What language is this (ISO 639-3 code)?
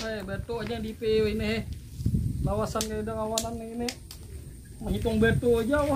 bjn